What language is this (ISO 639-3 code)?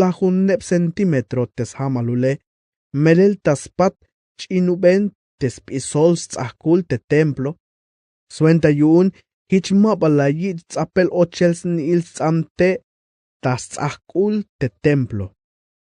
tzh